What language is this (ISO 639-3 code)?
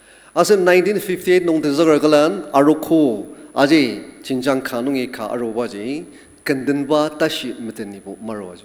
njo